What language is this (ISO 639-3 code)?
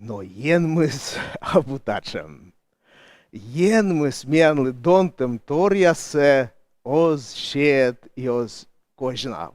kom